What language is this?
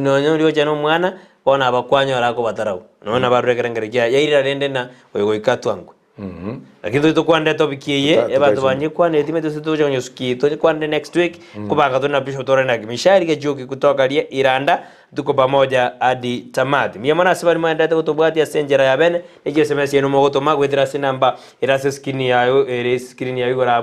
Gusii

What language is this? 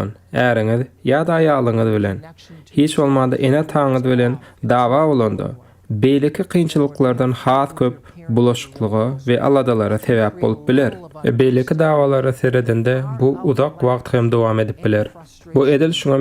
Turkmen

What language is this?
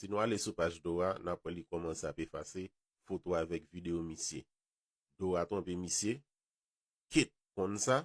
Haitian Creole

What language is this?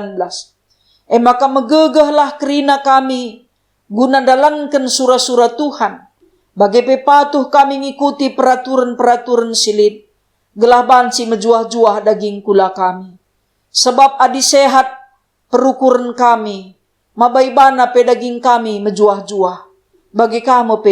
Batak Karo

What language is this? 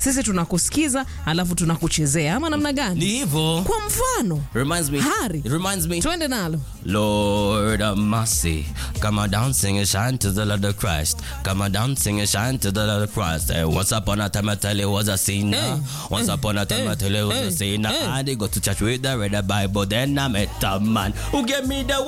Swahili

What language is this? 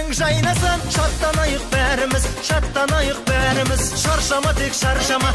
Kazakh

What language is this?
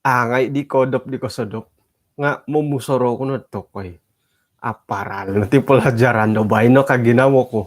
Central Dusun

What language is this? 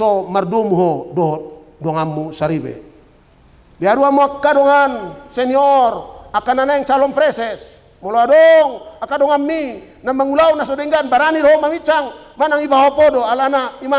Batak Toba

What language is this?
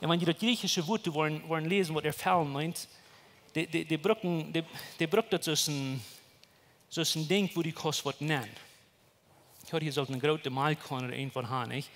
Plautdietsch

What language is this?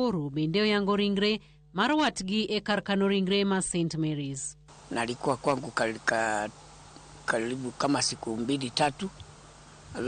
Luo (Kenya and Tanzania)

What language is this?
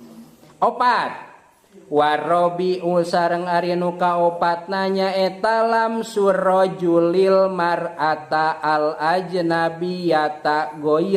Sundanese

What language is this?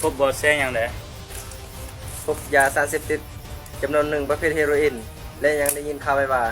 Lao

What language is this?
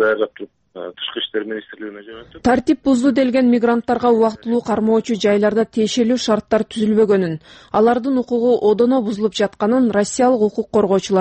Kyrgyz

